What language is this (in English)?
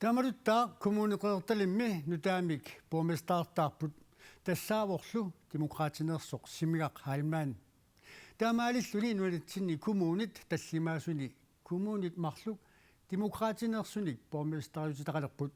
Kalaallisut